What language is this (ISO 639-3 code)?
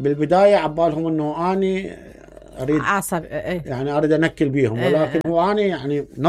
acm